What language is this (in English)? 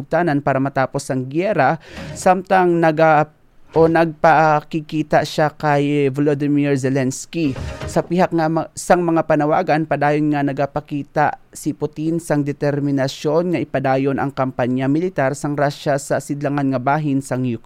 Hiligaynon